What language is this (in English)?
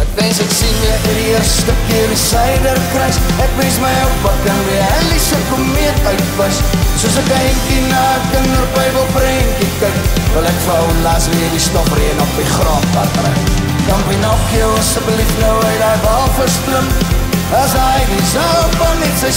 Afrikaans